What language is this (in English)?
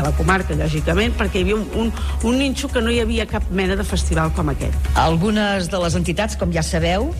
Catalan